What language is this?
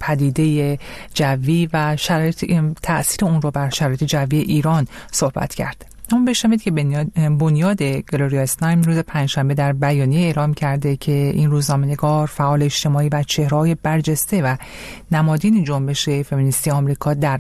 Persian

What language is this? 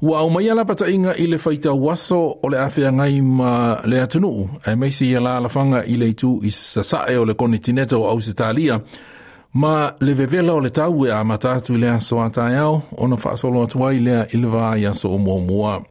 Samoan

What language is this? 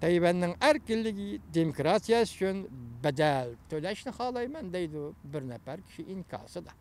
Uyghur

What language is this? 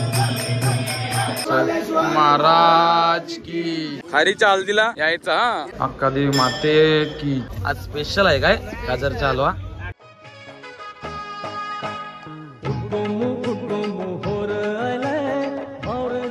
Marathi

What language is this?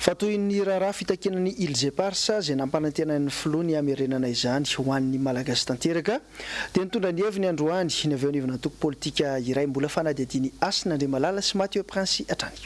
Malagasy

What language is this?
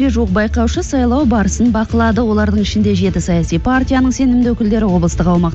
Kazakh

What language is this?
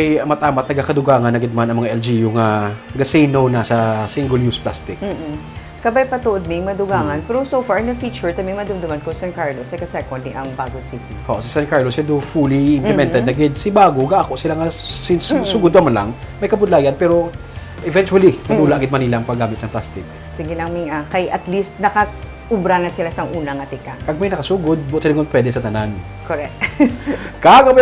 Hiligaynon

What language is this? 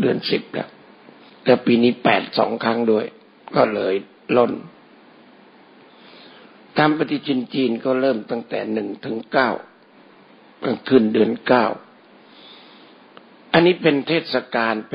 Thai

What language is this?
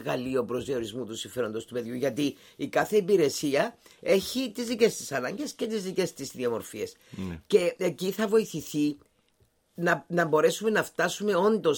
Greek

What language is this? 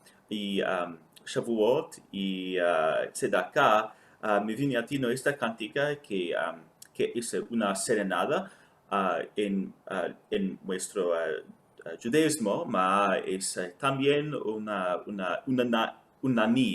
Ladino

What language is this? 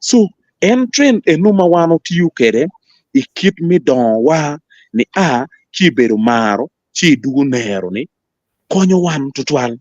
Acoli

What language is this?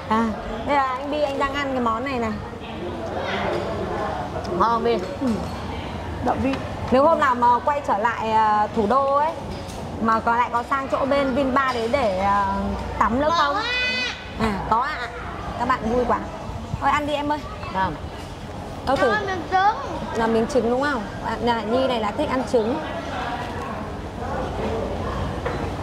Vietnamese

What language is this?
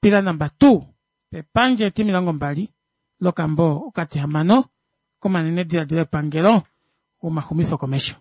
Kuanyama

